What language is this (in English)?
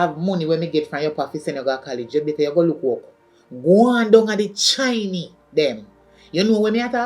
Jamaican Creole English